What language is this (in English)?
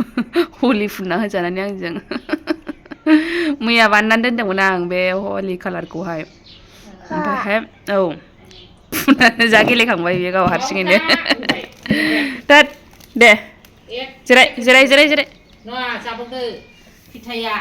Bodo